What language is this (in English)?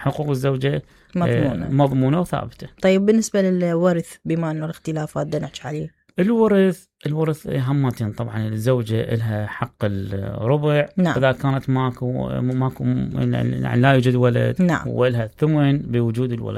Mesopotamian Arabic